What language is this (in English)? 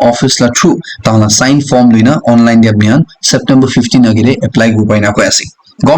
Naga Pidgin